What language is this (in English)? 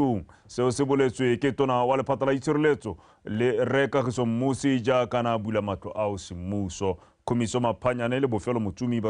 Tswana